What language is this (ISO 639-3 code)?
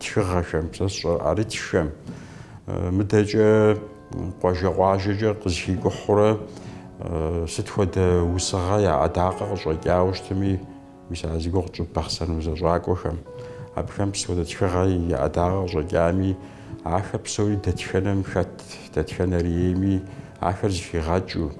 kbd